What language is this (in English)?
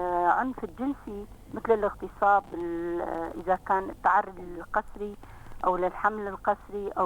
North Levantine Arabic